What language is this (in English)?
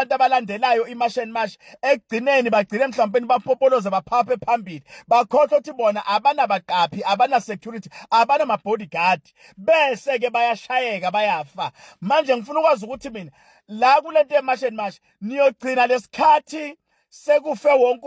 Zulu